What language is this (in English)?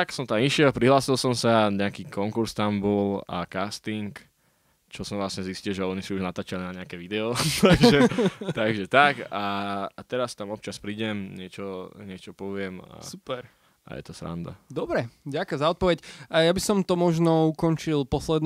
Slovak